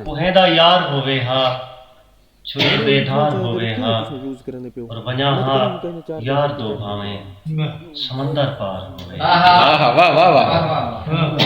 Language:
Saraiki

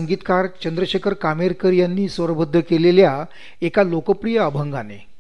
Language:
Marathi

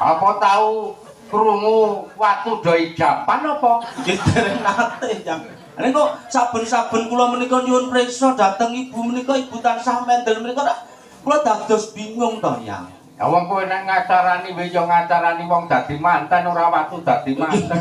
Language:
Javanese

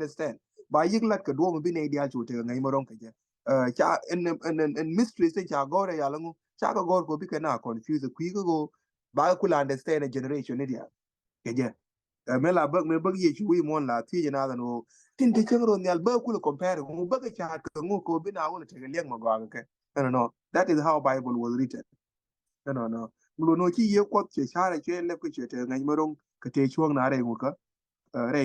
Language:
Nuer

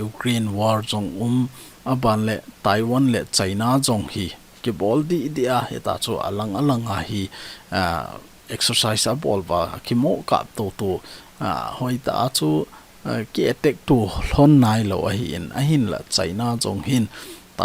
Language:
Thado Chin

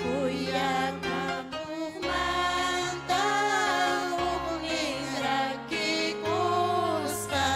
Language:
Ayacucho Quechua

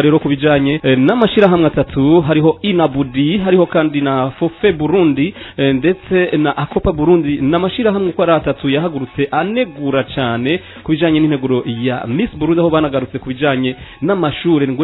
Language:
Rundi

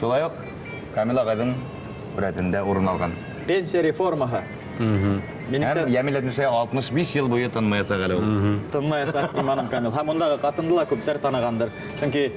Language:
Bashkir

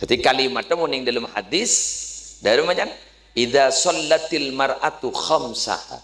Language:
Madurese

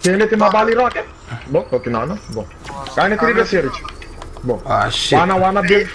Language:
Papiamento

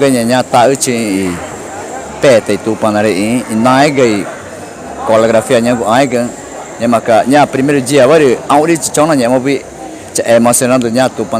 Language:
Ticuna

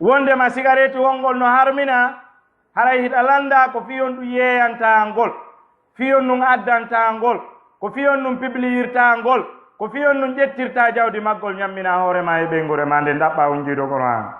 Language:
Fula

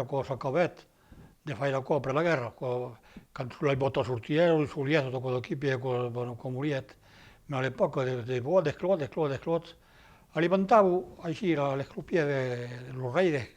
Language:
Occitan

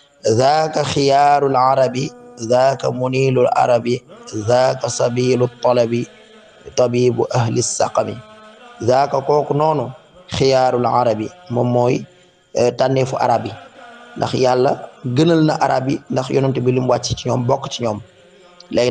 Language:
Wolof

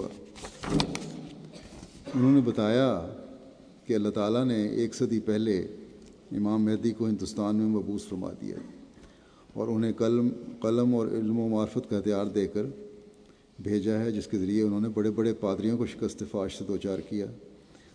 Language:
Urdu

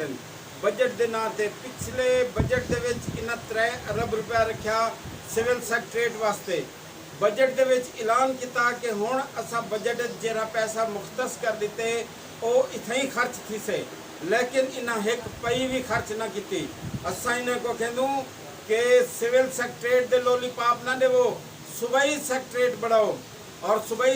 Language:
Saraiki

